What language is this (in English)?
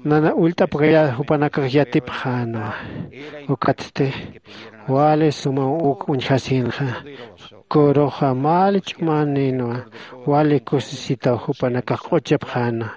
Aymara